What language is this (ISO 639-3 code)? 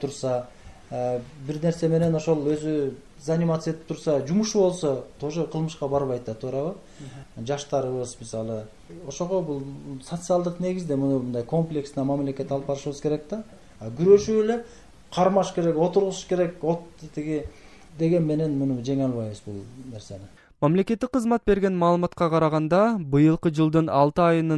kir